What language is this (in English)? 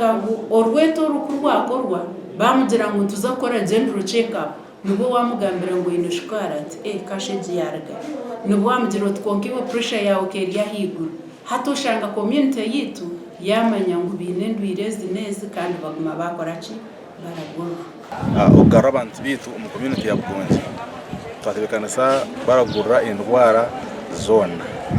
Nyankole